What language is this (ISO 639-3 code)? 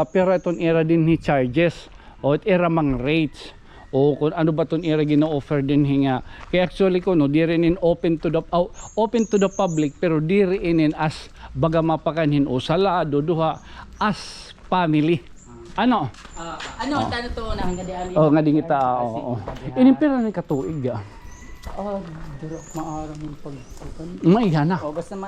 war